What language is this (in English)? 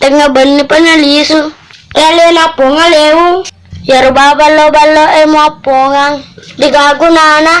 Buginese